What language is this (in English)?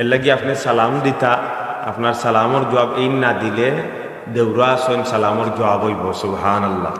Sylheti